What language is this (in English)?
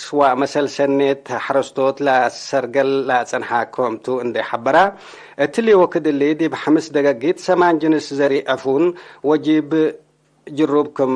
Tigre